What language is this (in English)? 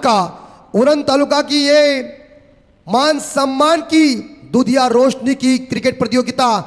Marathi